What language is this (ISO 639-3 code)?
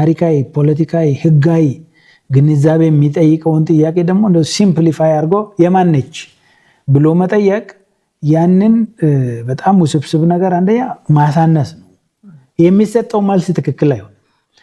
amh